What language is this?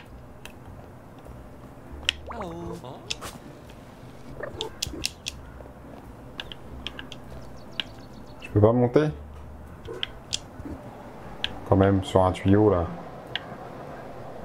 French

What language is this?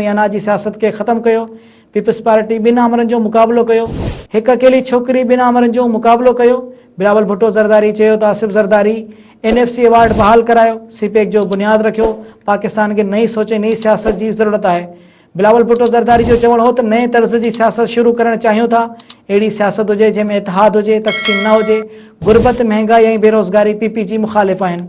Sindhi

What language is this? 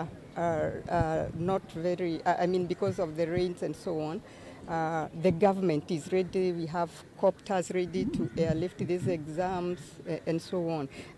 Kamba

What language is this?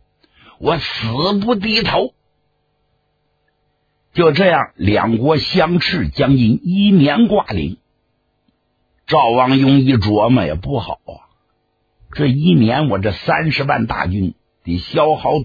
Chinese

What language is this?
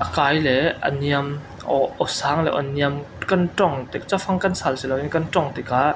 Falam Chin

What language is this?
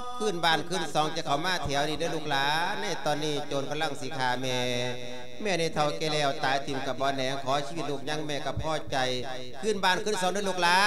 Lao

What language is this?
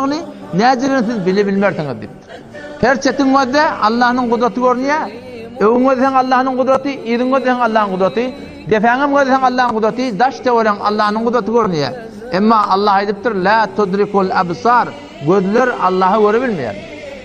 Turkmen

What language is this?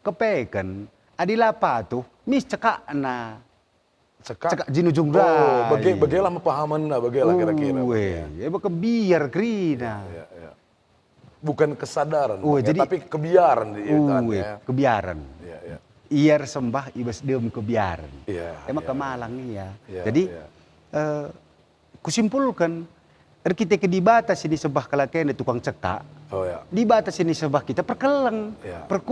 Batak Karo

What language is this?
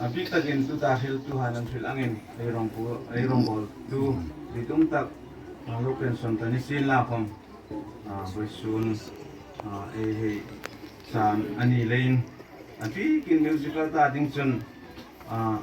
Hmar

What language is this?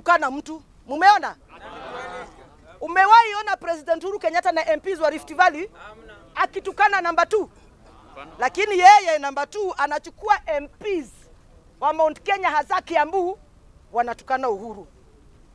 Swahili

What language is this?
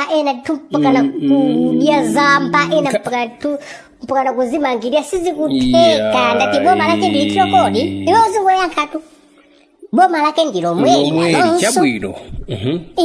Nyanja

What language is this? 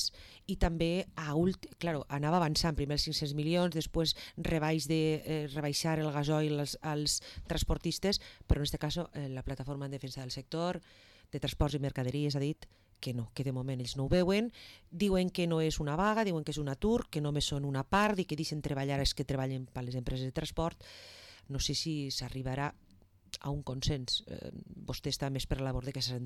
Catalan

